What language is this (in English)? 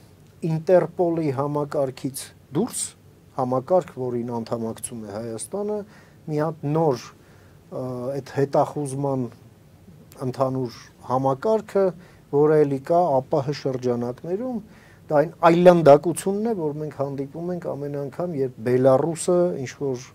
Armenian